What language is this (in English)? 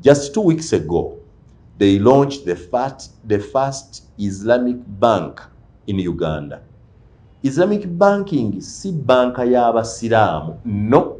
Ganda